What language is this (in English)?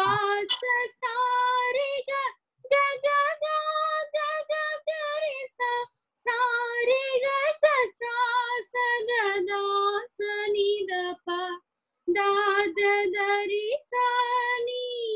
Telugu